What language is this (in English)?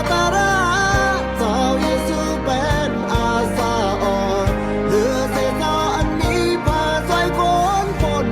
Shan